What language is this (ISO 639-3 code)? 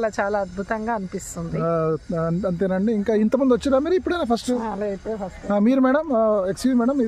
tel